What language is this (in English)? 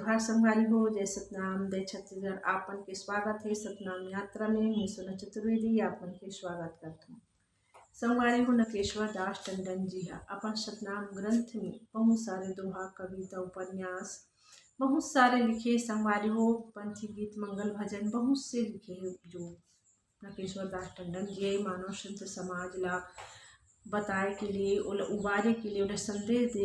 Chhattisgarhi